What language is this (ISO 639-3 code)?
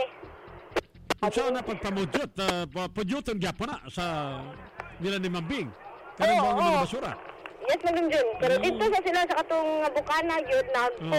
ceb